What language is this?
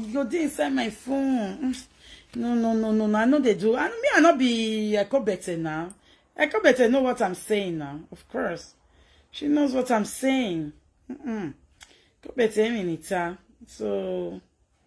Nigerian Pidgin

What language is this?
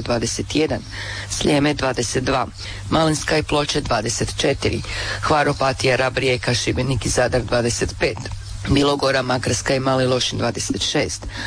Croatian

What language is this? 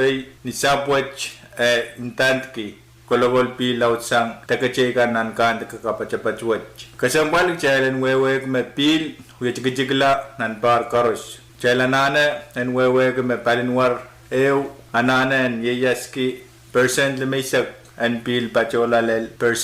Pohnpeian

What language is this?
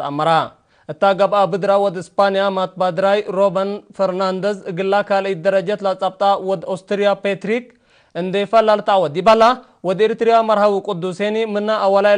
Tigre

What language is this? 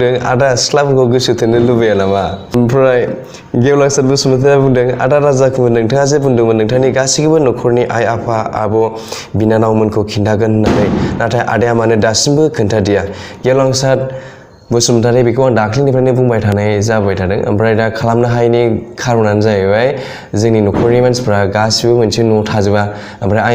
Bodo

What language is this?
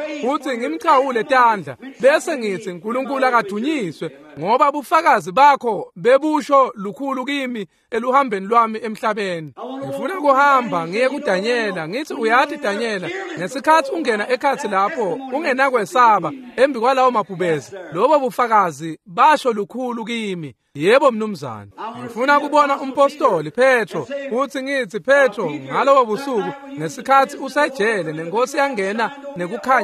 Swati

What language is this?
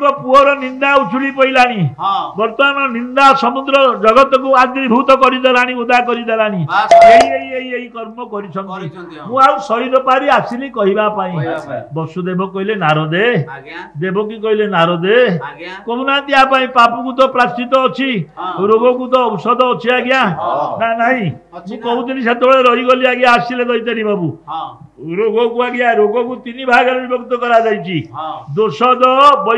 Odia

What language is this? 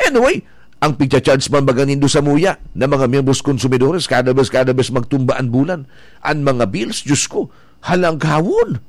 Bikol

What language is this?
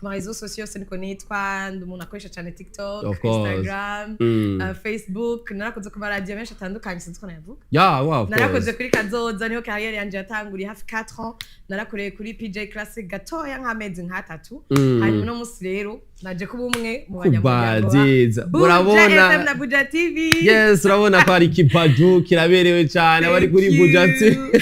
Rundi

